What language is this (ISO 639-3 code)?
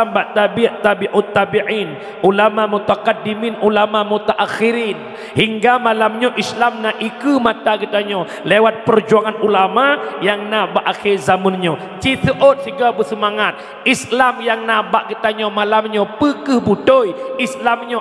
ace